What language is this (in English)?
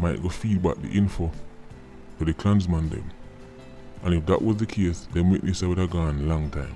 Jamaican Creole English